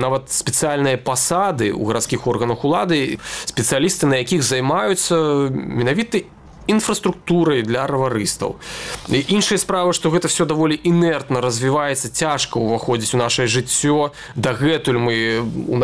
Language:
Belarusian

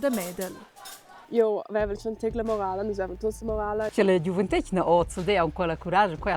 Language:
Romansh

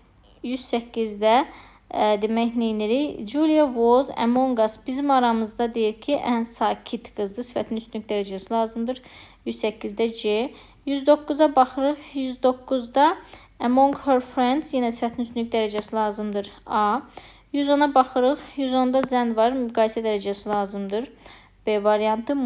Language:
Azerbaijani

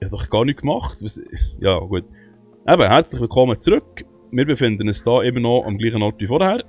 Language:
Swiss German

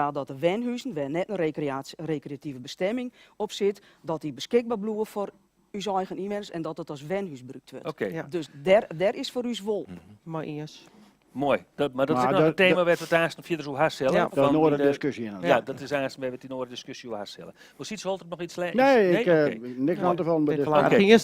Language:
Western Frisian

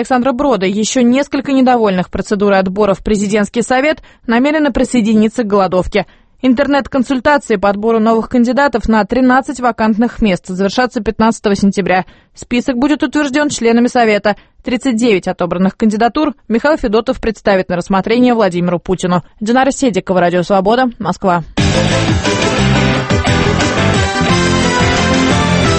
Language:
Russian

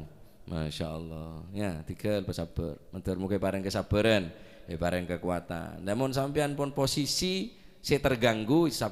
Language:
Madurese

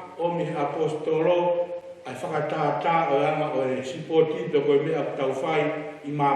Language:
Tongan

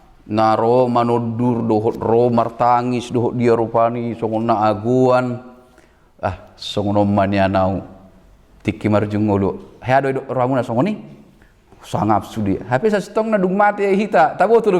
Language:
Batak Toba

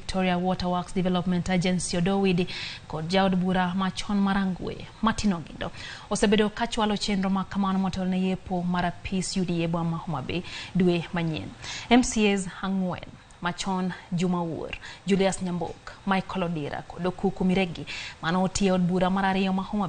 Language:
Luo (Kenya and Tanzania)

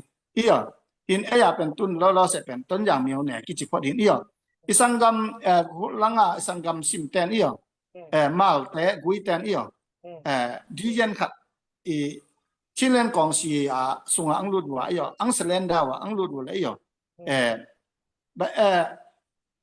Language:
Tedim Chin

